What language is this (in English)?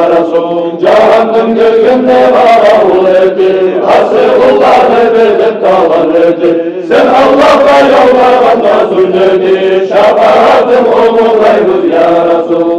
Kumyk